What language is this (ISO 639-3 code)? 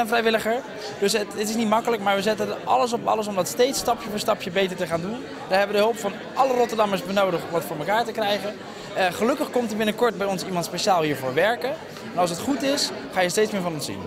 nld